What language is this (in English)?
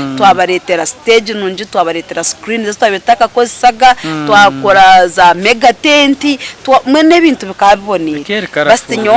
Nyankole